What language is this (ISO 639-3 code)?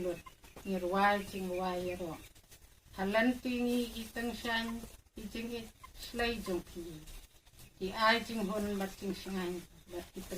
kha